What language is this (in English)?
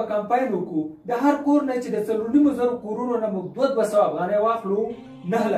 Pashto